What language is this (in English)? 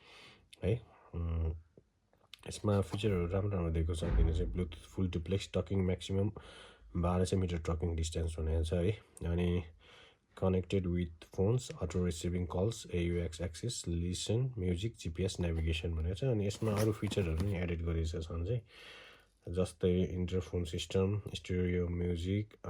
Nepali